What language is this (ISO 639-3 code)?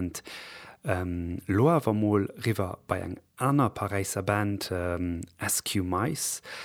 ltz